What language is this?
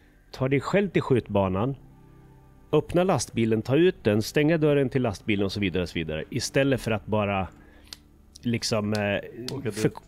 Swedish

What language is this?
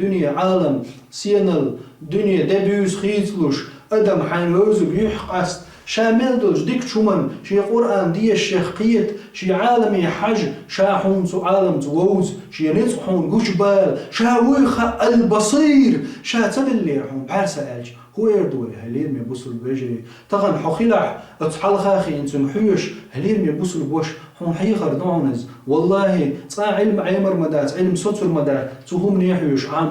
Chechen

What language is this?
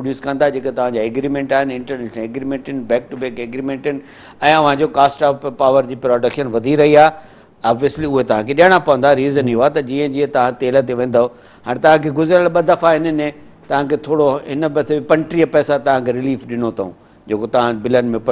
Sindhi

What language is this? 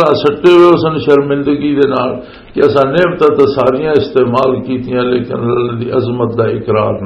Western Panjabi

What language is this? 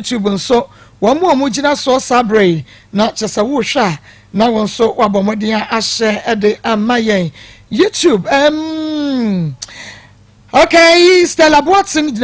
Akan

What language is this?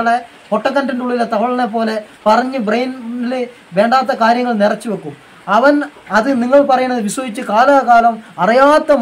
Malayalam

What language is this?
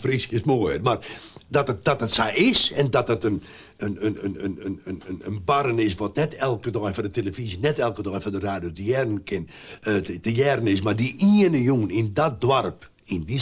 Western Frisian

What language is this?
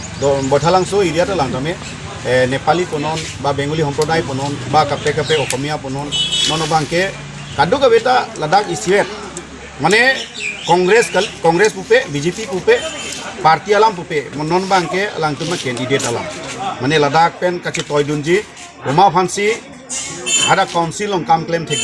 Karbi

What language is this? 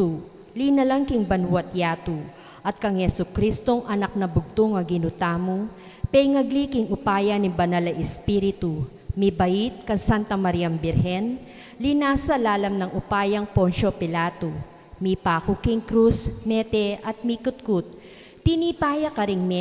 Pampanga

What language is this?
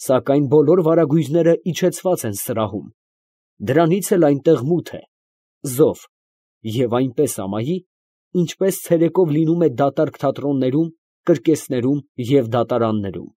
Armenian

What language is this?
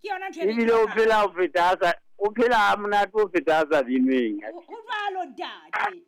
Southern Sotho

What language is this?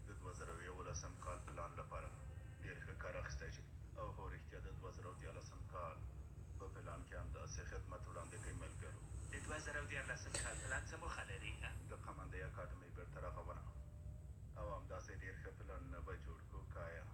Pashto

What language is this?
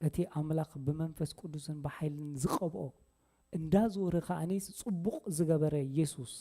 Tigrinya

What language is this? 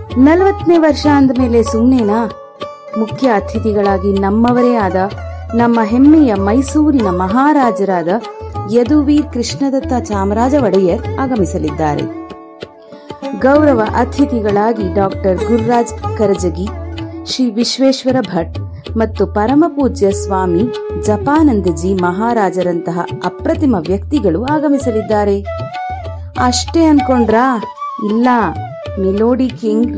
Kannada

